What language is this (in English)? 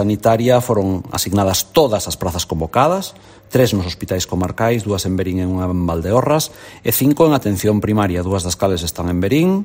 Galician